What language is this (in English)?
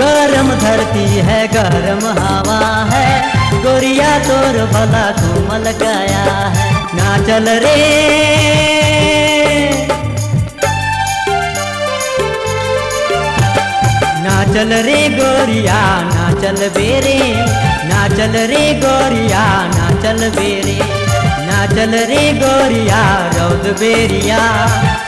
Sadri